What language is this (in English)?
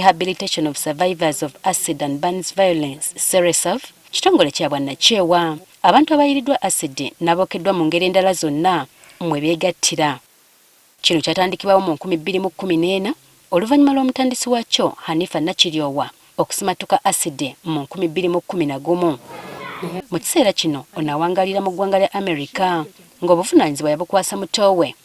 Ganda